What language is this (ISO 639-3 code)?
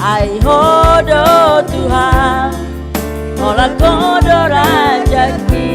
bbc